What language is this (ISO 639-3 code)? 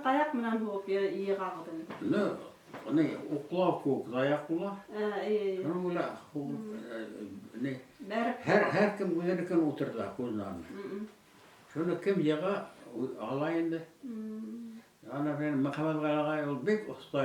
bak